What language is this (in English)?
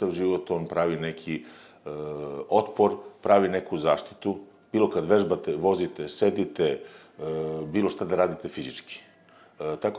Serbian